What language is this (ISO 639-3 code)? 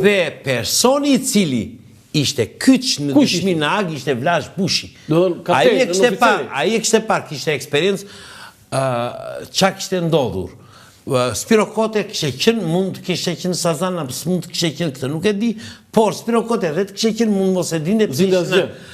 sqi